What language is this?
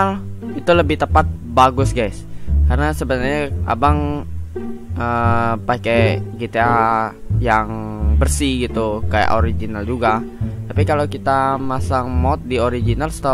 Indonesian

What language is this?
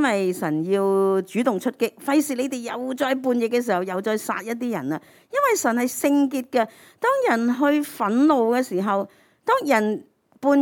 Cantonese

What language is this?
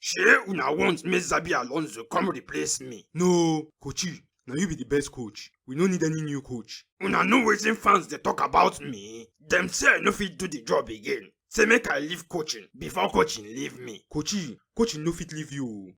Nigerian Pidgin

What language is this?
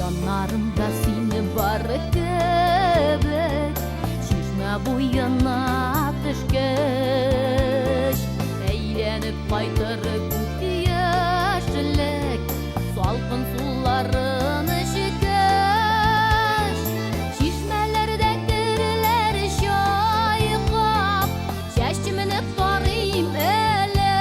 Tatar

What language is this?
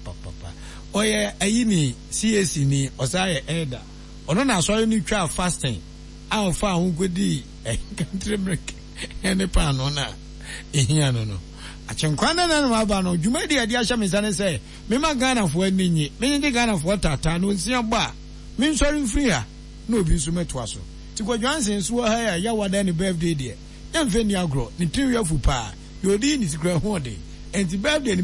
Akan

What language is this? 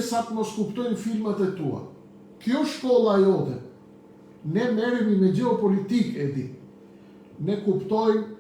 Albanian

